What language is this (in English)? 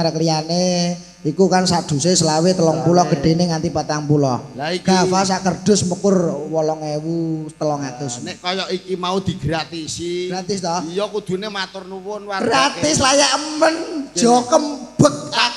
Javanese